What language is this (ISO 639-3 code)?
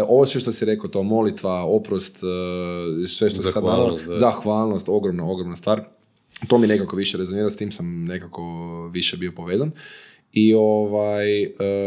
hrv